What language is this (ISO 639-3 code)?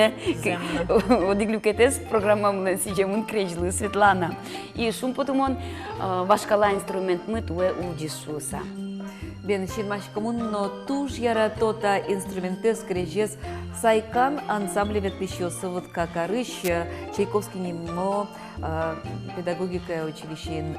udm